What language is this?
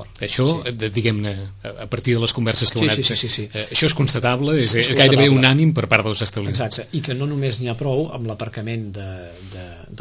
Catalan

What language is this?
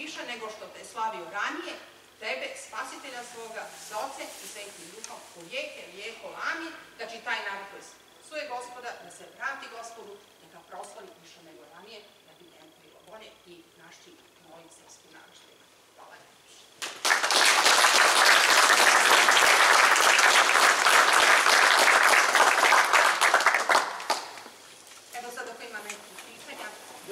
Serbian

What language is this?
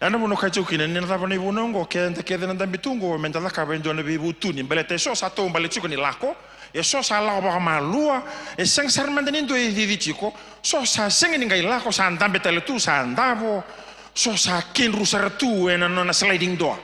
Fijian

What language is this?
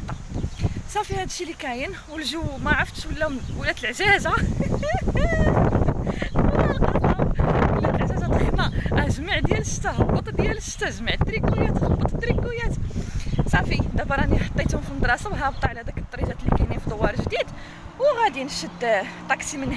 Moroccan Arabic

